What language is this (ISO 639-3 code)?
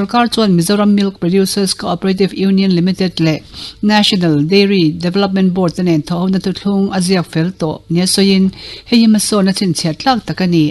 lus